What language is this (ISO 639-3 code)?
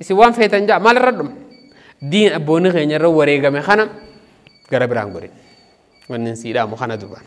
orm